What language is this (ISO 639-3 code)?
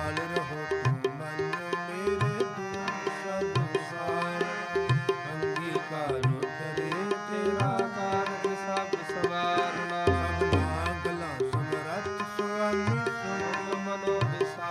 pan